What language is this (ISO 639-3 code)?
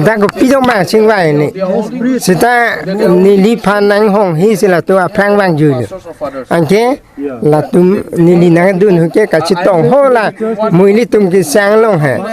mjw